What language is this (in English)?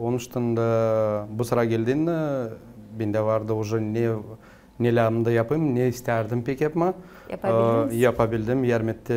Gagauz